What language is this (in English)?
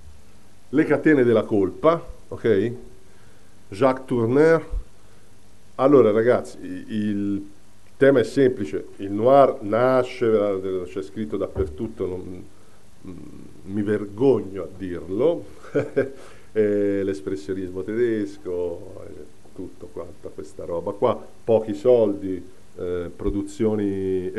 Italian